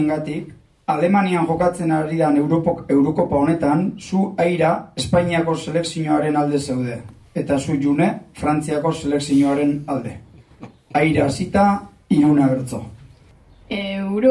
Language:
Basque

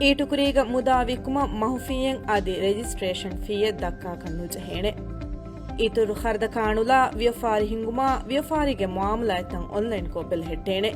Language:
Divehi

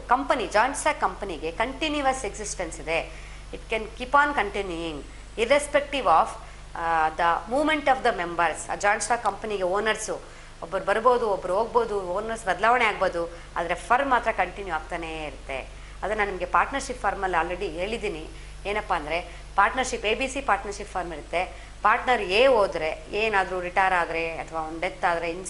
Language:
Kannada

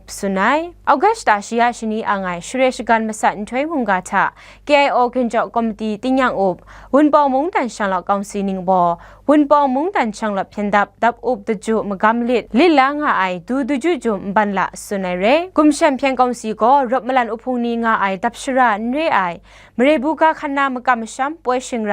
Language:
Kachin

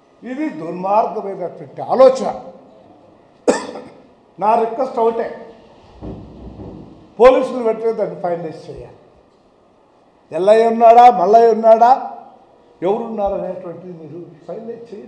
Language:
Telugu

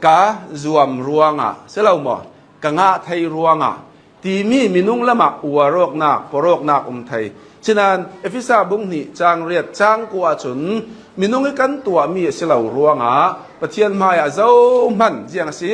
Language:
Hakha Chin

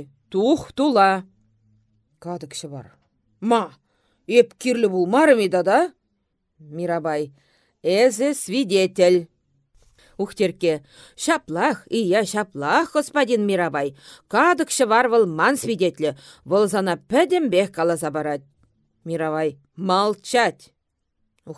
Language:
Chuvash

